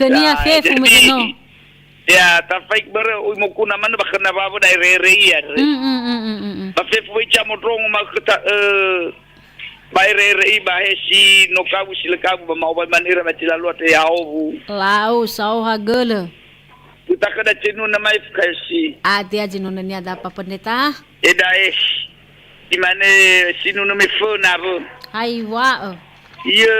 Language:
Nias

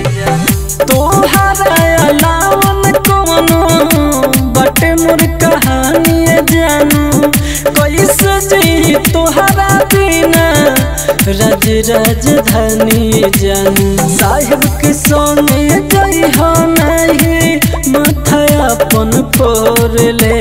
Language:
Bhojpuri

